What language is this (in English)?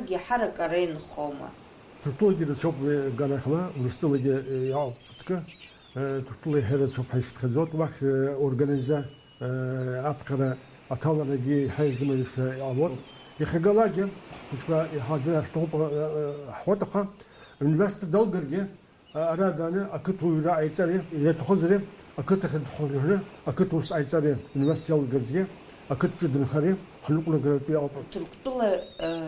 Abkhazian